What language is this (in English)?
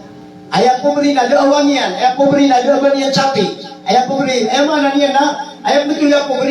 Maranao